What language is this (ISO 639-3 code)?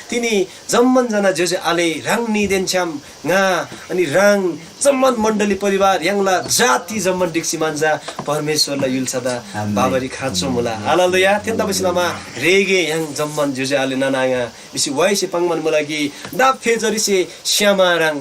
taj